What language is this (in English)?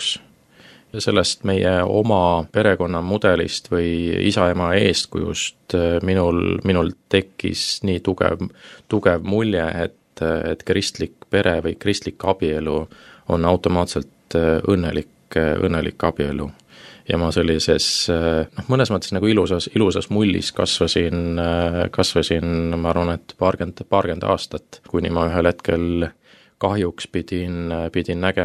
Estonian